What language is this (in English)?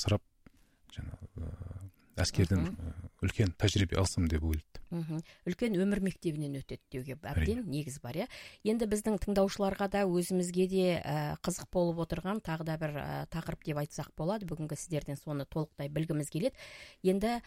Kazakh